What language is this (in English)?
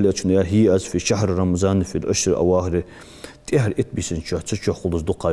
Ingush